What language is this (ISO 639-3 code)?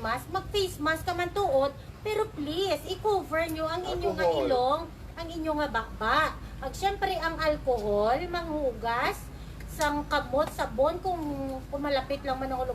hil